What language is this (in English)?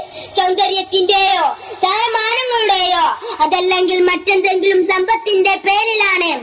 Malayalam